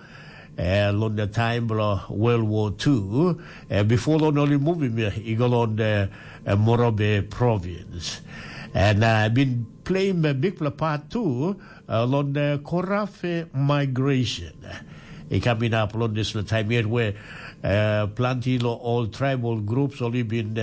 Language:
Tok Pisin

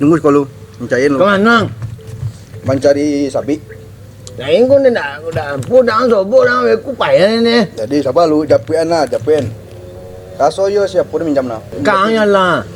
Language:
Minangkabau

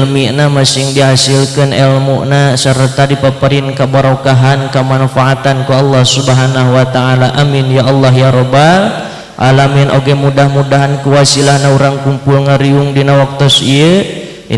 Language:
Sundanese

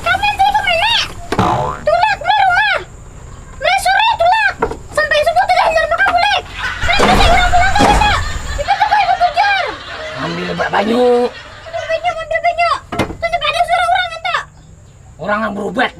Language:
Banjar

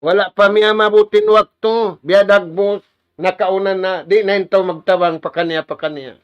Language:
Tausug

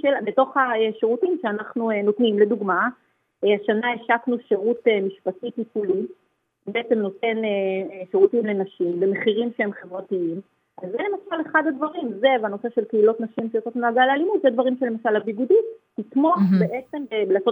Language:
Hebrew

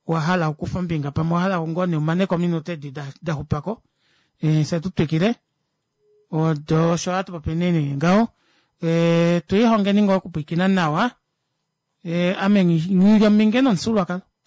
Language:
Kuanyama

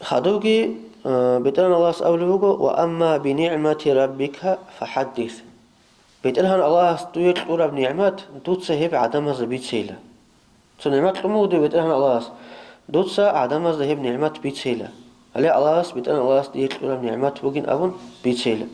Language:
Avaric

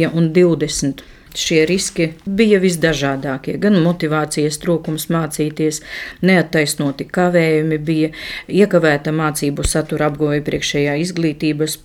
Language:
Latvian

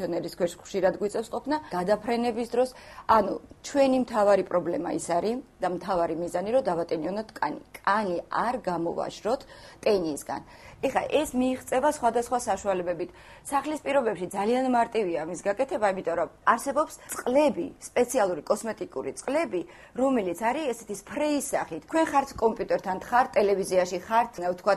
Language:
Georgian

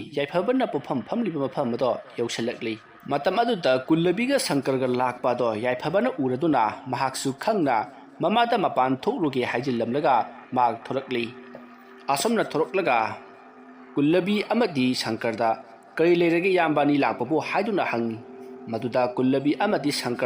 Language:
Manipuri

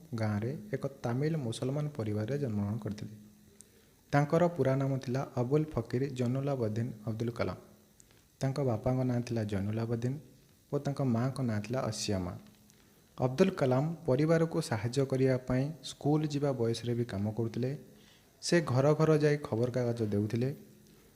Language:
Odia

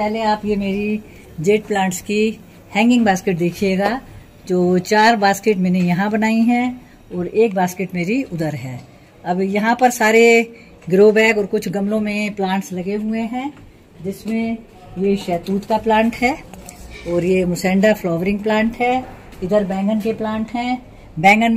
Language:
Hindi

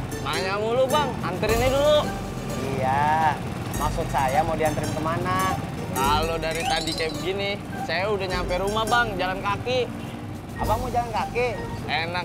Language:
Betawi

